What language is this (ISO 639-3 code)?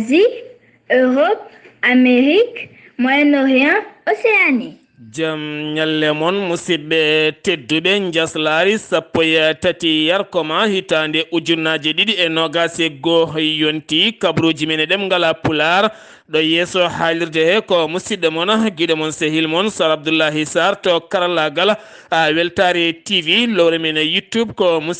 ful